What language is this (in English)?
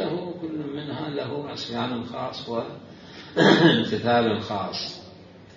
Mesopotamian Arabic